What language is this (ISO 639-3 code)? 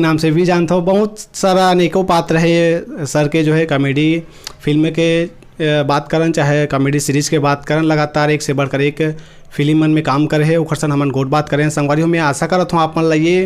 hne